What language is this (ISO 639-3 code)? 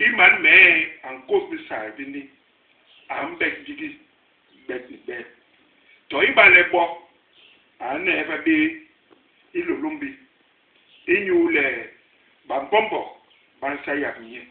bas